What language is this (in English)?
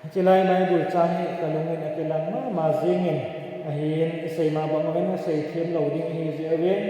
Thado Chin